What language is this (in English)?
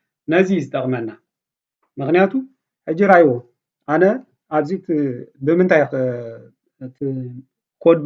Tigrinya